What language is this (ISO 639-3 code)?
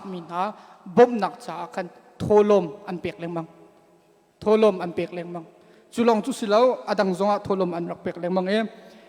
cnh